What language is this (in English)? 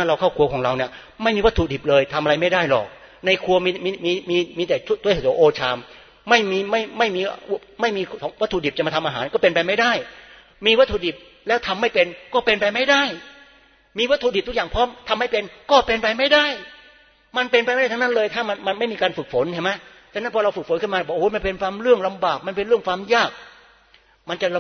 Thai